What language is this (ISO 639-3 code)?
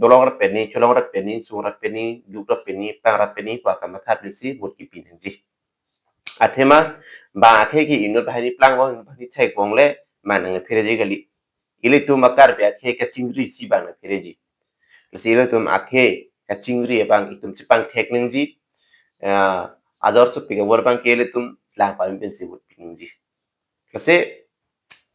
mjw